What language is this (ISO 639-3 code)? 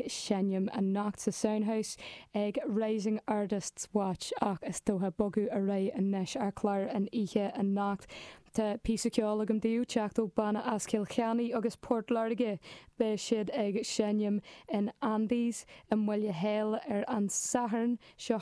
gle